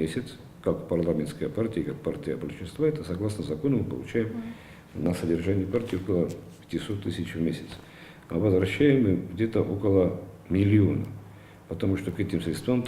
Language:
Ossetic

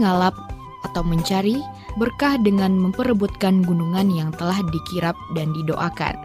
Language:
Indonesian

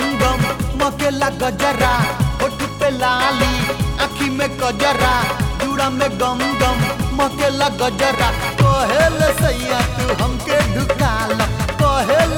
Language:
Bhojpuri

